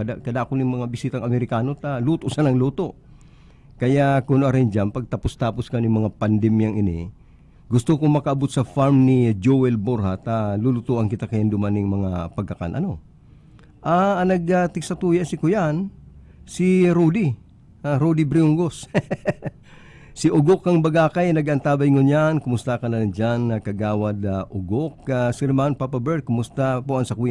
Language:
Bikol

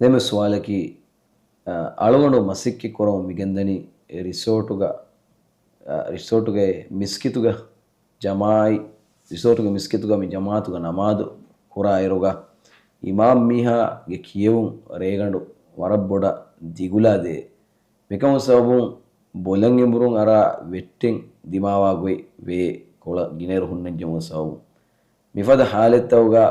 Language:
Divehi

